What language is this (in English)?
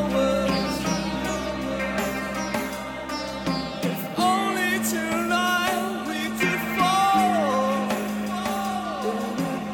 Italian